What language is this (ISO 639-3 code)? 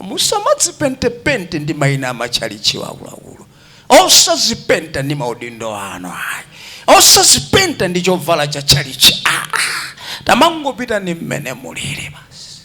nya